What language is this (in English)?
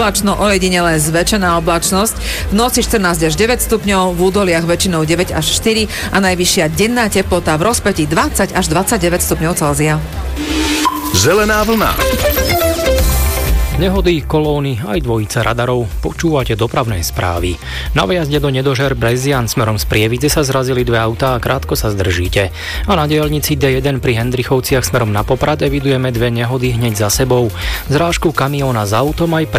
Slovak